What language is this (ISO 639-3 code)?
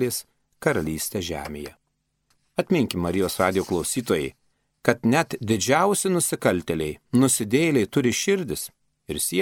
lit